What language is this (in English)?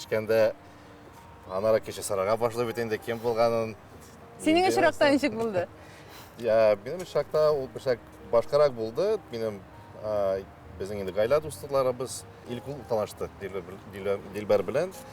Tatar